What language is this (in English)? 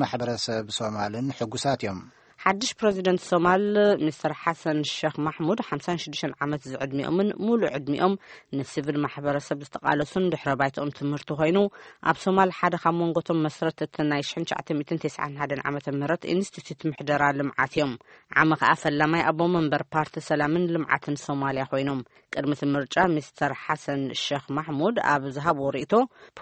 Tigrinya